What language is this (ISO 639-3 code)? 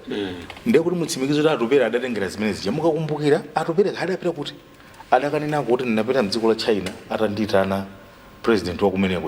nya